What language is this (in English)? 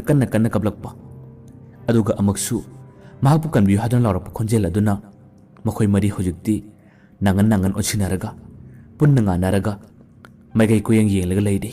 Manipuri